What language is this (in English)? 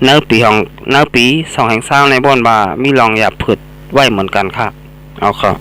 Shan